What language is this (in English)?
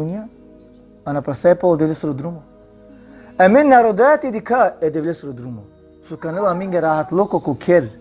Balkan Romani